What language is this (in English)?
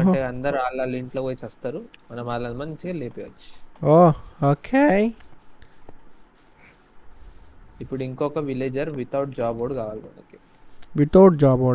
Telugu